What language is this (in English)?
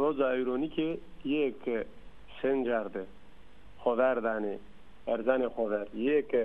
Zaza